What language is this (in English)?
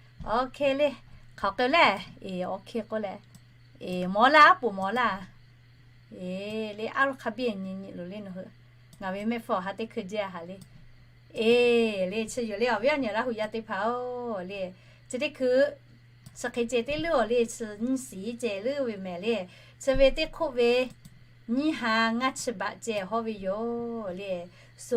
Lahu